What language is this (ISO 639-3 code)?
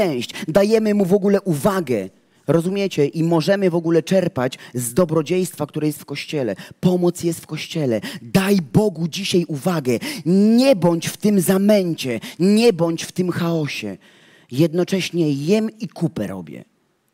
pol